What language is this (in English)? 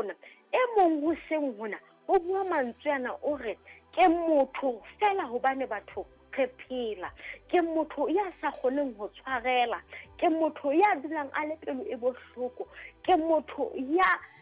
Southern Sotho